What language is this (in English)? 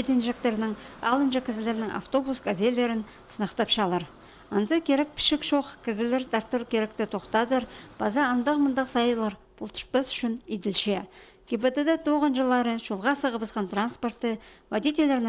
Khakas